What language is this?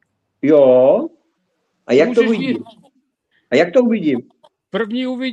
Czech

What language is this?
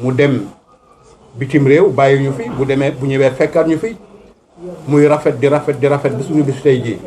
Wolof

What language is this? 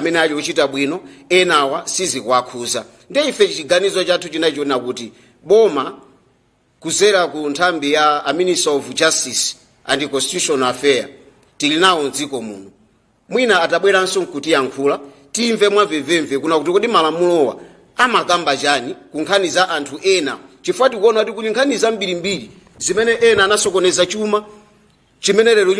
Nyanja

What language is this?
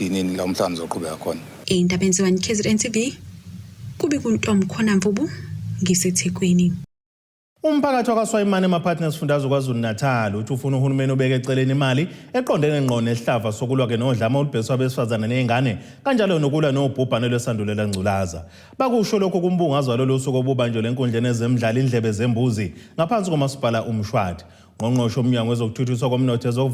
Zulu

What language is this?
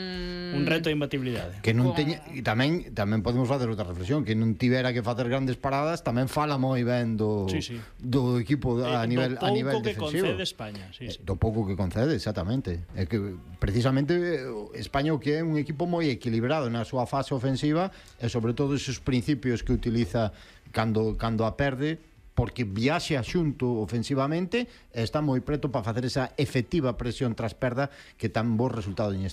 Galician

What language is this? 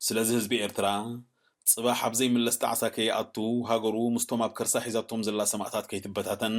Tigrinya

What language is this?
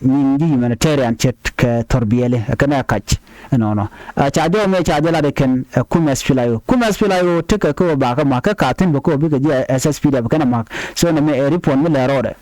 Nuer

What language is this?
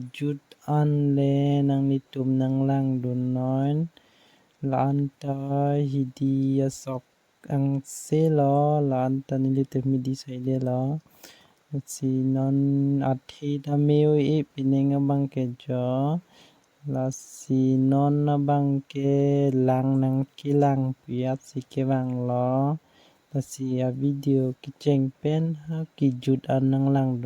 Karbi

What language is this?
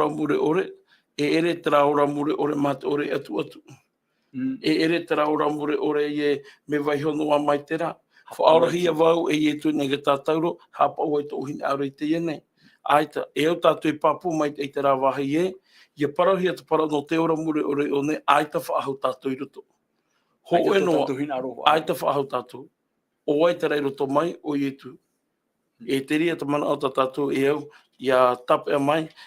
Tahitian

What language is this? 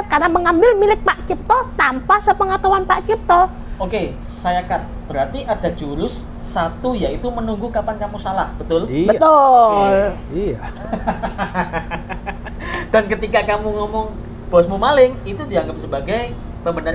Indonesian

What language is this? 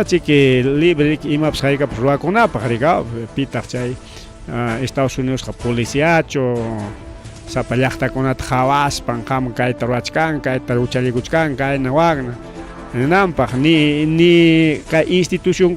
Ayacucho Quechua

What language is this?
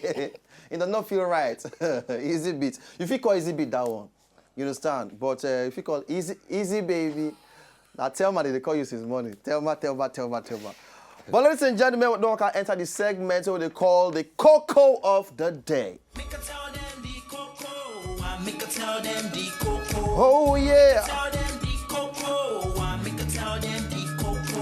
Nigerian Pidgin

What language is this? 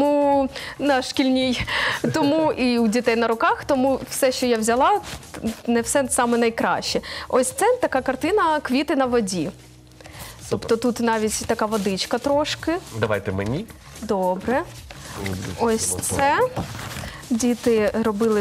Ukrainian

